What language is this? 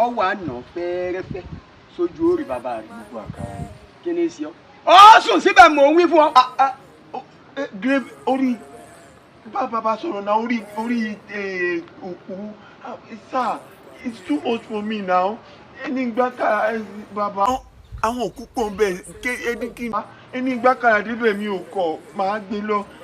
Yoruba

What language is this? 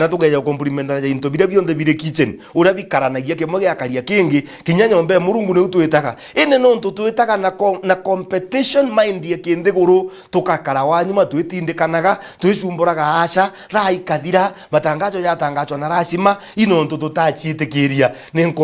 Meru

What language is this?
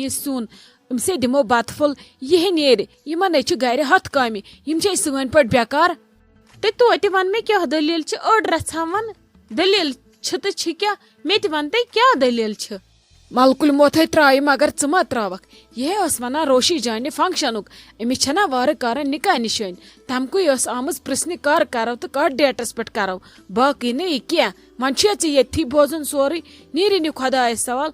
Kashmiri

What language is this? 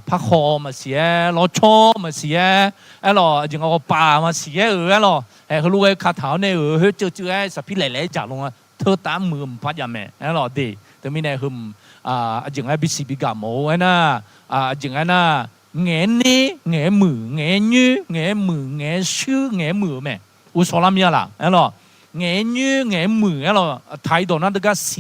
Akha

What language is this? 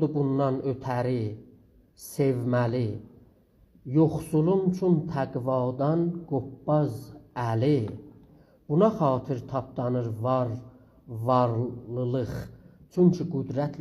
South Azerbaijani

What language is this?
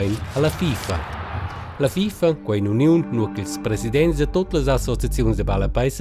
Romansh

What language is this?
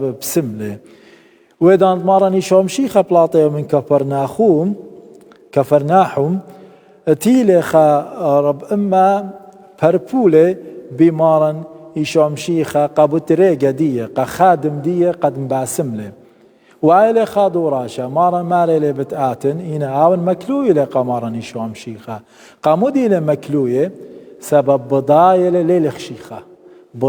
Assyrian Neo-Aramaic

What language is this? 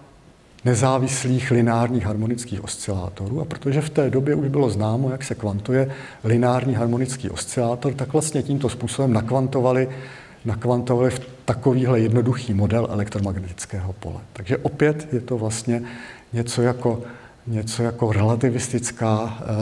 Czech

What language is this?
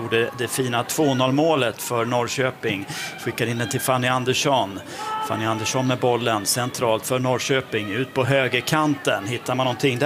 Swedish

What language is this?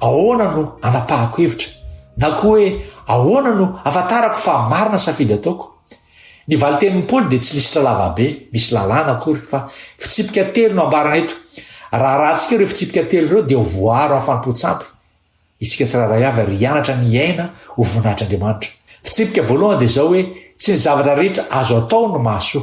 Malagasy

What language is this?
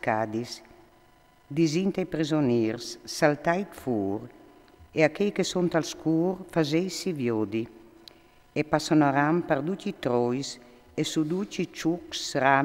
Friulian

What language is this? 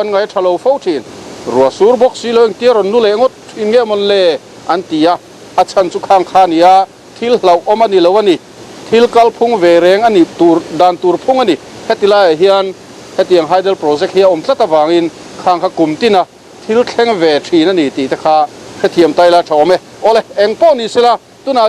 Mizo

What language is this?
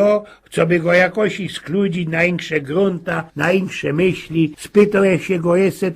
Silesian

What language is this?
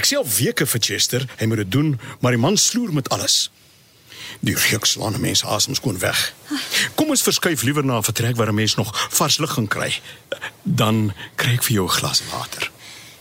Afrikaans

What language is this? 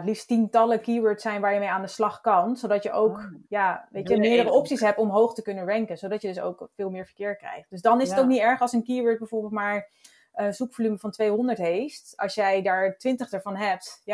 Dutch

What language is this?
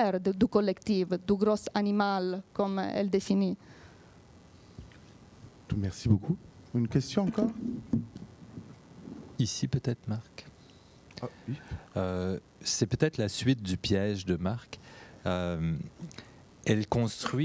French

